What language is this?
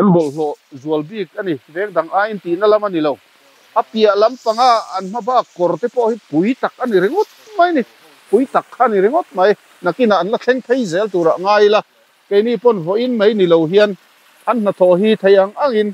Mizo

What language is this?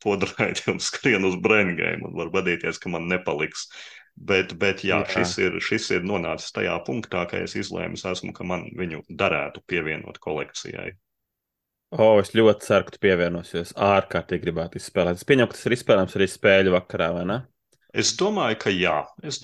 Latvian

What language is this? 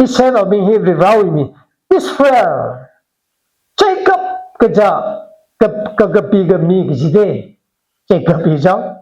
Tangkhul Naga (India)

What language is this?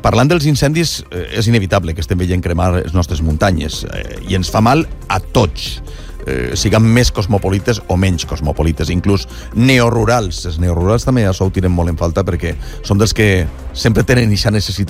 Catalan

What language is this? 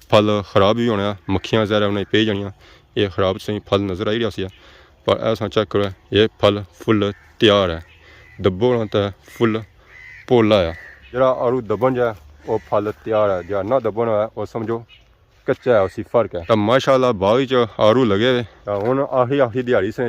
Pahari-Potwari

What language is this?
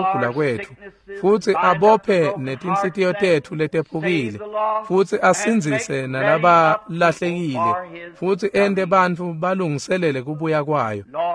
Swati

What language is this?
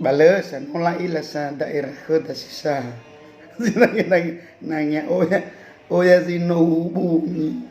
Nias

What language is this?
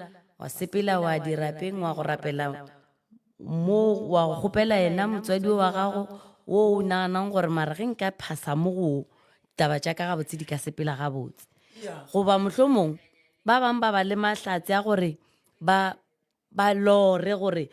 Northern Sotho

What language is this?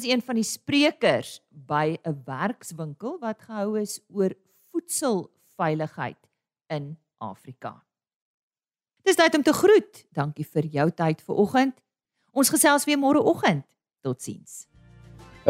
Afrikaans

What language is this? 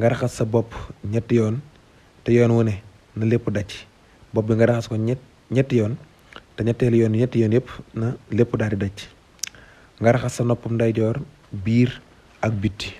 Wolof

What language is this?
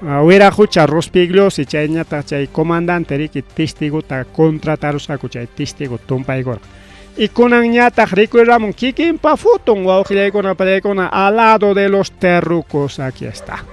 Ayacucho Quechua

